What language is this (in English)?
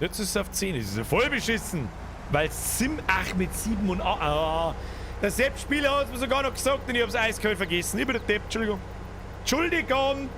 Bavarian